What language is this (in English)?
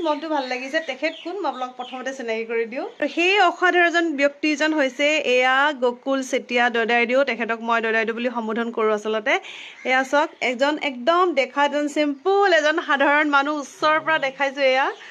Assamese